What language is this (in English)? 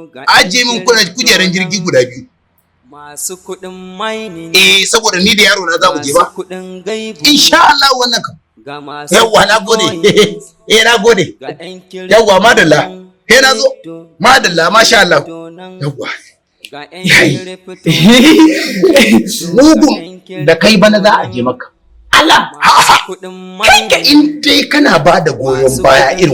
Hausa